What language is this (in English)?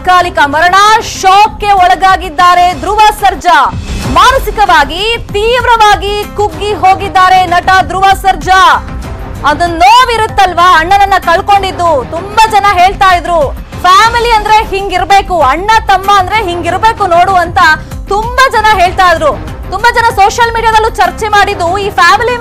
Kannada